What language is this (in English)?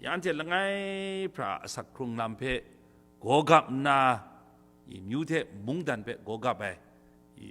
Kachin